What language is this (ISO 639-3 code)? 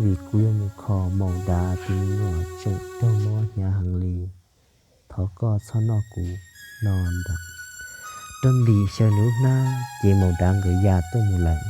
hmn